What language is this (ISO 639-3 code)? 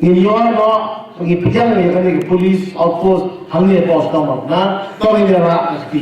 kha